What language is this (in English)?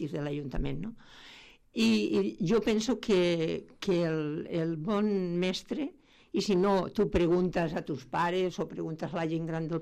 Catalan